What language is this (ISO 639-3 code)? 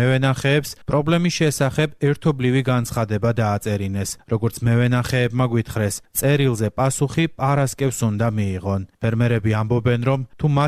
kat